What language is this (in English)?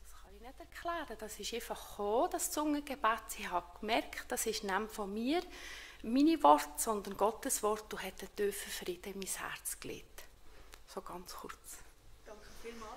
Swiss German